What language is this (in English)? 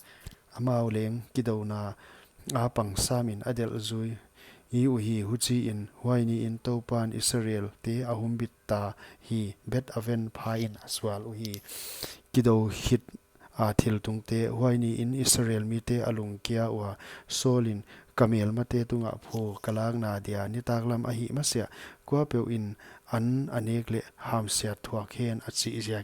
Paite Chin